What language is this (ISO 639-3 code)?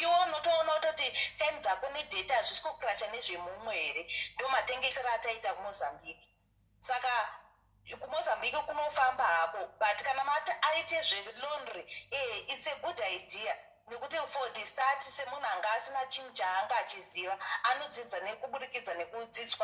sna